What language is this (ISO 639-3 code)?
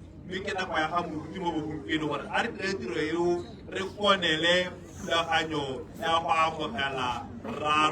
tsn